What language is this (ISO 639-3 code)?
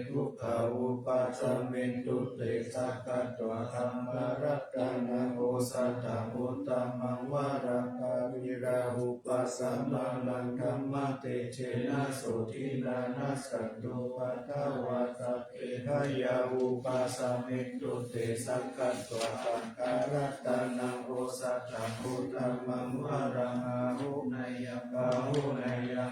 pli